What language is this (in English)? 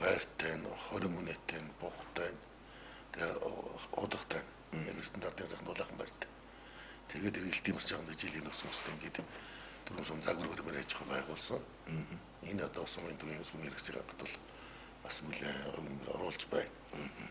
Mongolian